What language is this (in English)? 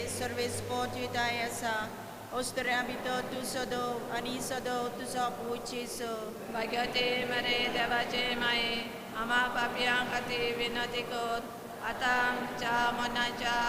Konkani